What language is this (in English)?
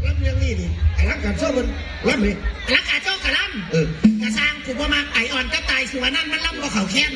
Northeastern Thai